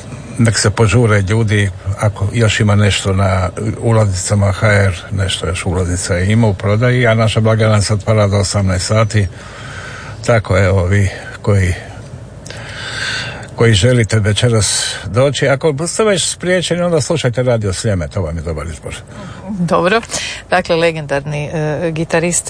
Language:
Croatian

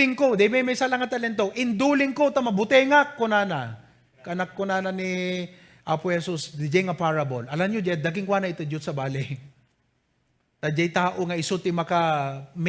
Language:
Iloko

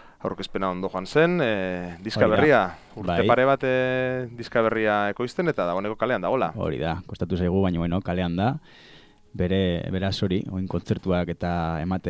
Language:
Basque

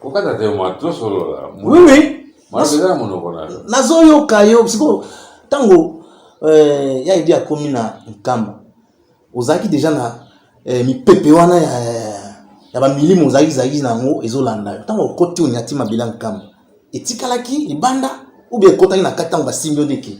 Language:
Lingala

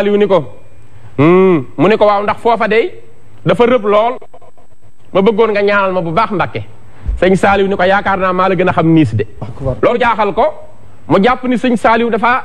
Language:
Wolof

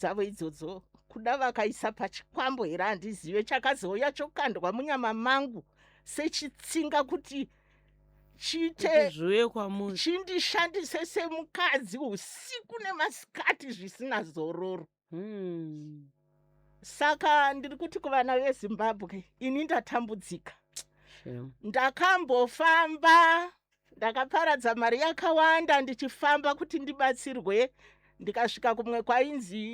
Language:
Shona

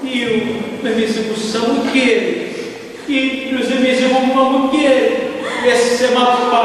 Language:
Sicilian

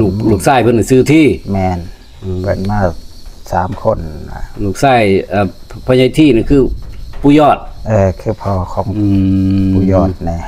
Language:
Northeastern Thai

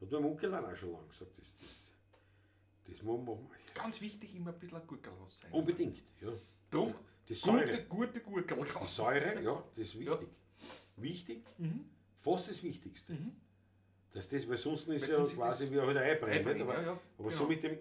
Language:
Bavarian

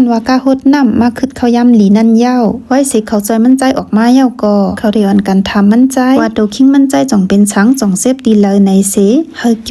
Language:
Shan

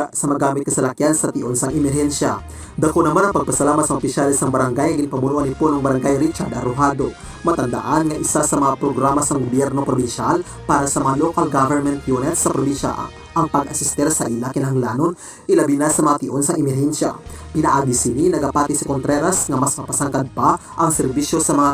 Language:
Hiligaynon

